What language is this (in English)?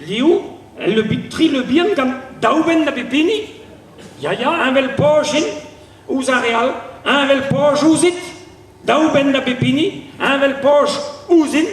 Breton